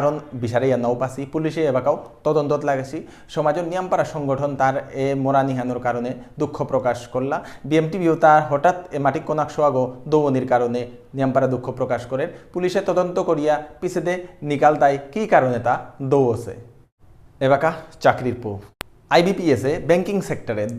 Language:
Bishnupriya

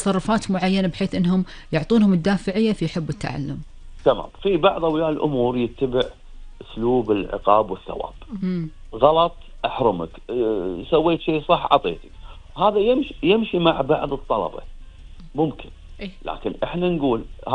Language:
Gulf Arabic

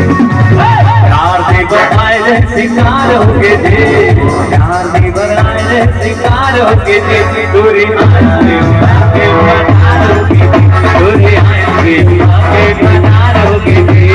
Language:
Chhattisgarhi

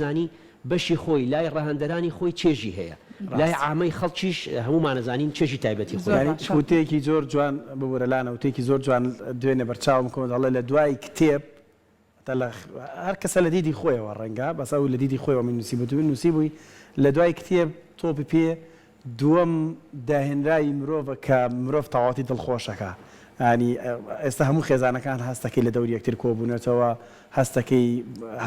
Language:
Central Kurdish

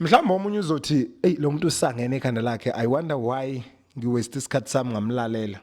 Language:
Zulu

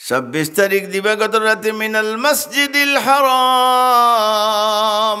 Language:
Sylheti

